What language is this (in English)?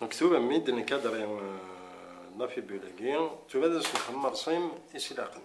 Kabyle